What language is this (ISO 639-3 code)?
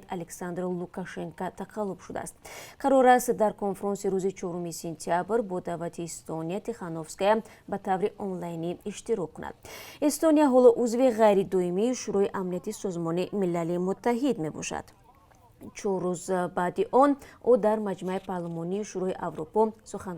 tgk